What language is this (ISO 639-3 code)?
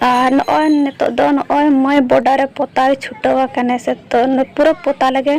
sat